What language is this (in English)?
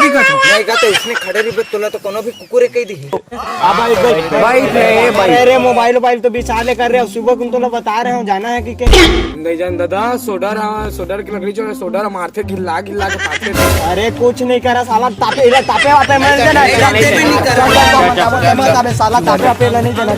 Chhattisgarhi